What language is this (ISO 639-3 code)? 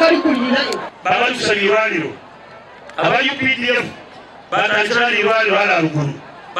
nyn